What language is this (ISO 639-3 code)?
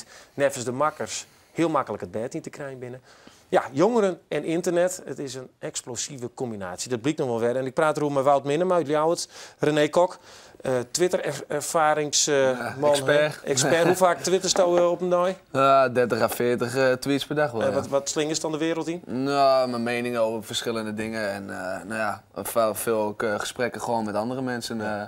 fry